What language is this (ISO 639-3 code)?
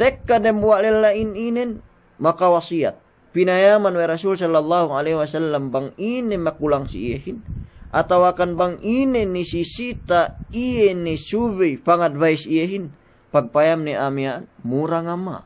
yka